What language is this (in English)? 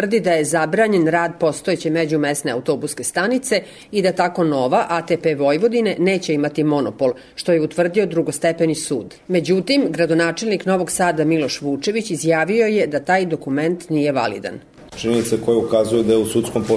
Serbian